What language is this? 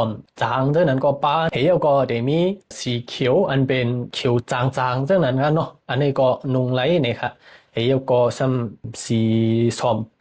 Shan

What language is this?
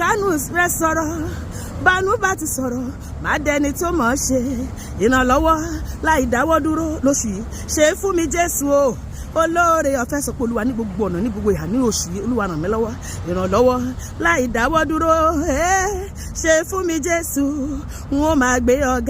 Yoruba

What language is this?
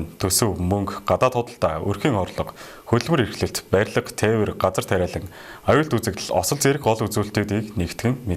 Mongolian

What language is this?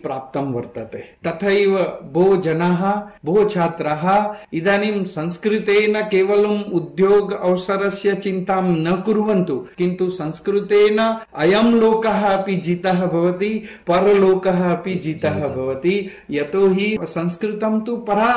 Sanskrit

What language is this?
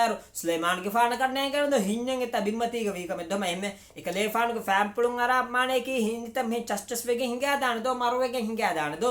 Divehi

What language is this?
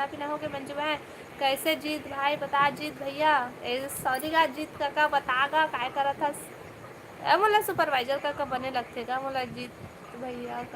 Chhattisgarhi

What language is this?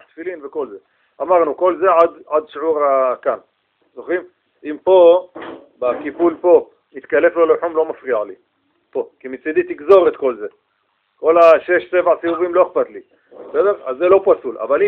Hebrew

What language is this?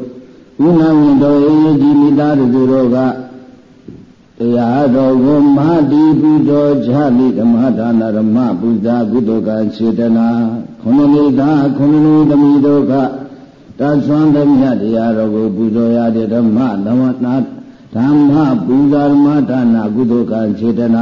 Burmese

